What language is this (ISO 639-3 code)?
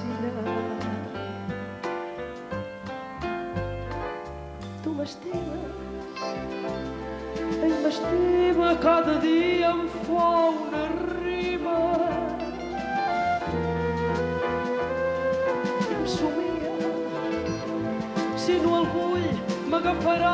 cat